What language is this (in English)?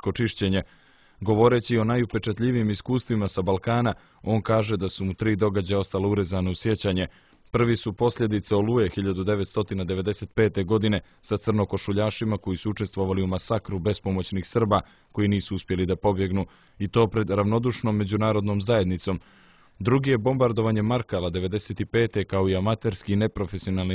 Serbian